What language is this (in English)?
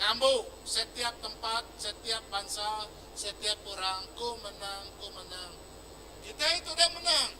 Iban